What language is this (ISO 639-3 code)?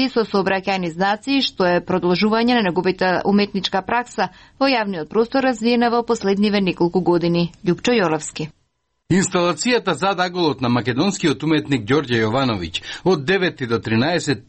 mkd